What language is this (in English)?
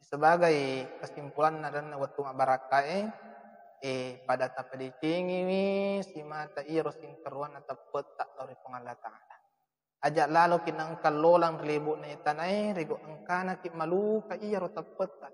Buginese